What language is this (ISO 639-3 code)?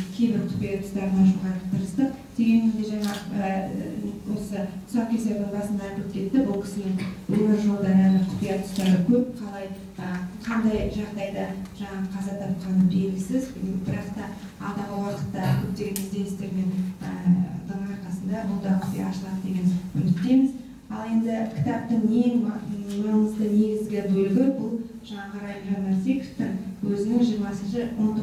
kaz